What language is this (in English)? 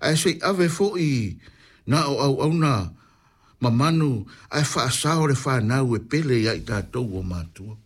Samoan